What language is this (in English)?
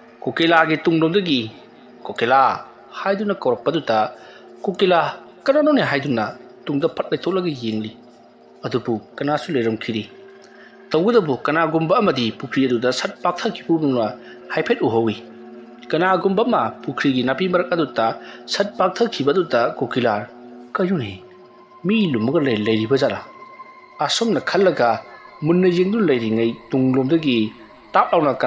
Manipuri